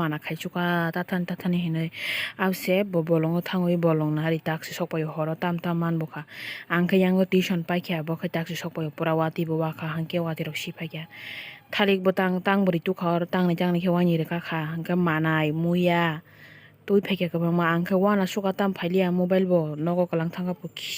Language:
Kok Borok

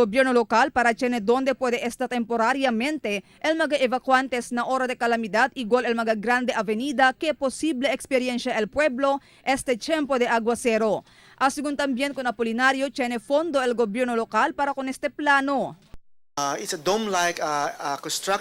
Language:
Chavacano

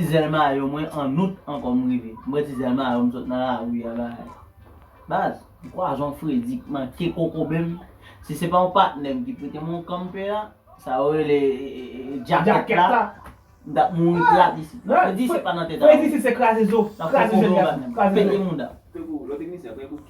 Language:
Haitian Creole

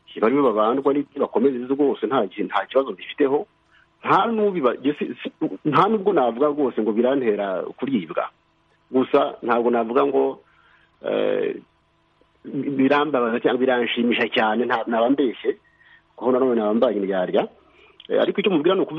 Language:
Kinyarwanda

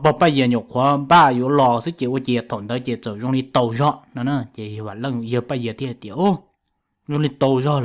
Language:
Hmong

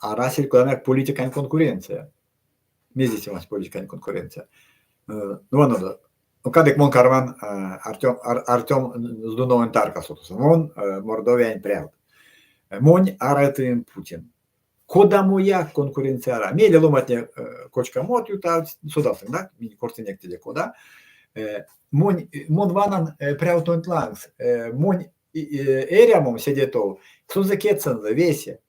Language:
Erzya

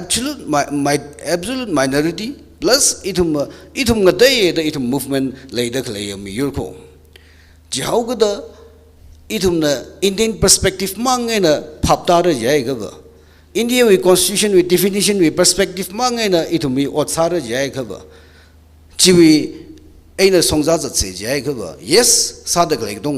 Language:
Tangkhul Naga (India)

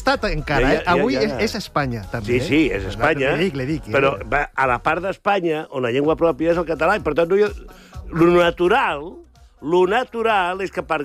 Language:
Catalan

